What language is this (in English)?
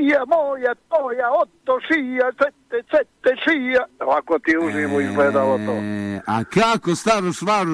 Bosnian